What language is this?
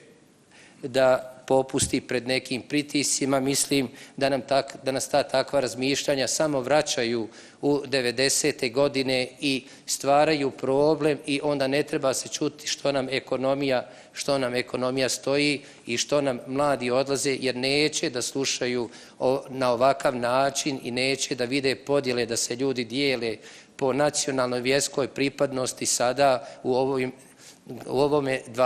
Bosnian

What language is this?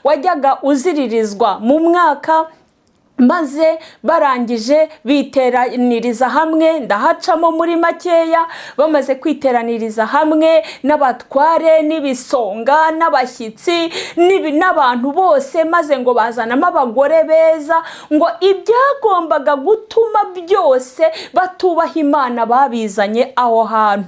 Kinyarwanda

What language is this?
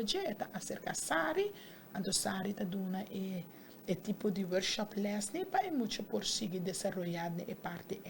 Papiamento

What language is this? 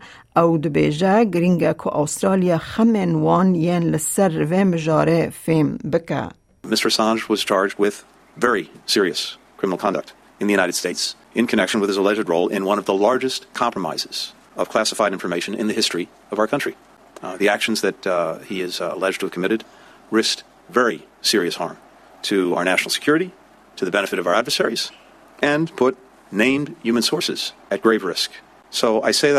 Kurdish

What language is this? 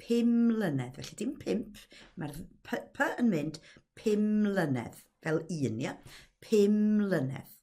Welsh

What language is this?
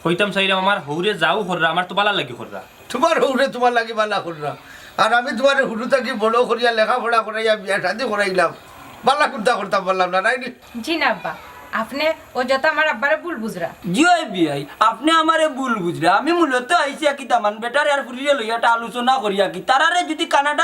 Sylheti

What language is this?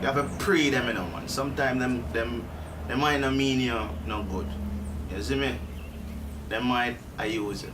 Jamaican Creole English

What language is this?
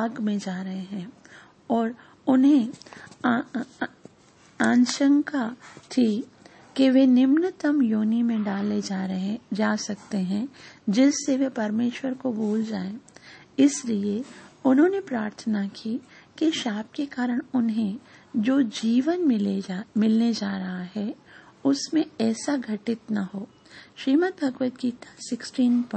Hindi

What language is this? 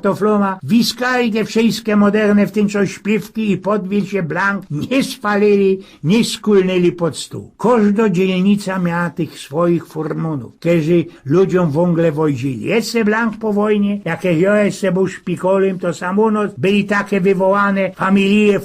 Silesian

